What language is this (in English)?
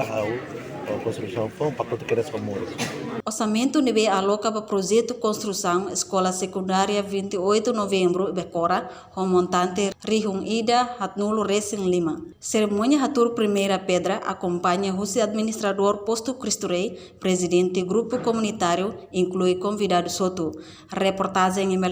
Tetum